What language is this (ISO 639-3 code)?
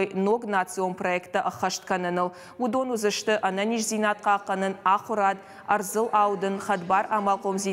oss